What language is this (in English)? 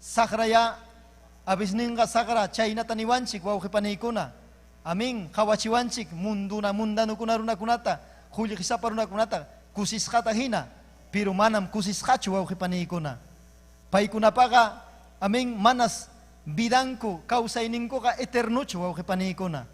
Ayacucho Quechua